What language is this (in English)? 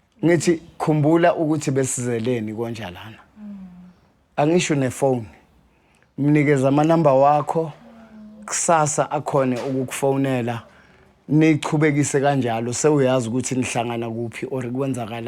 Zulu